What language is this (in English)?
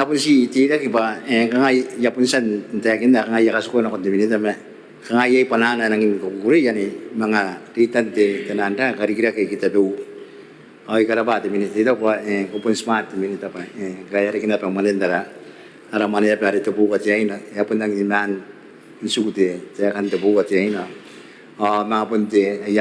Gilbertese